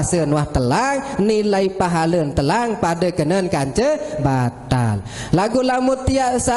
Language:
Sasak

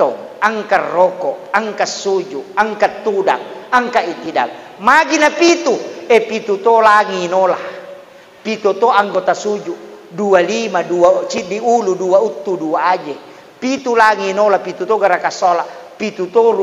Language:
Buginese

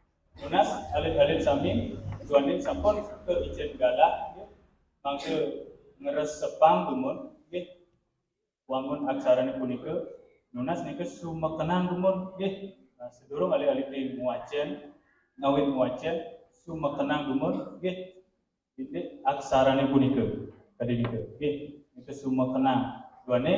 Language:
Balinese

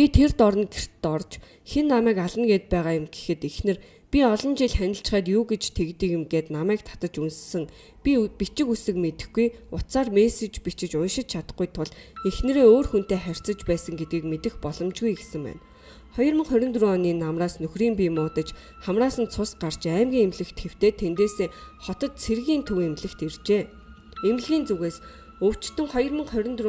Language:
Mongolian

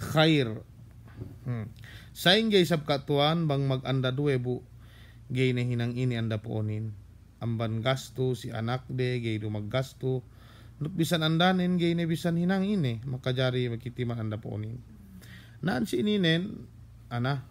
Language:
Yakan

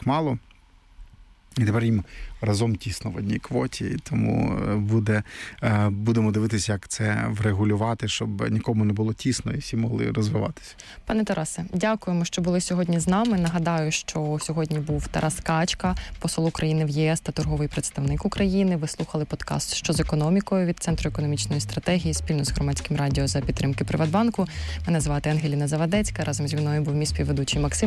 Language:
Ukrainian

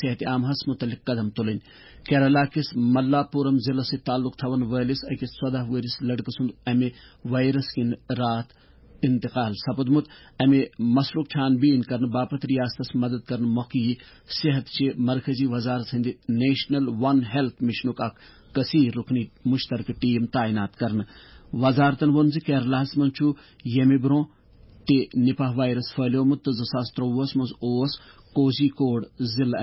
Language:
Kashmiri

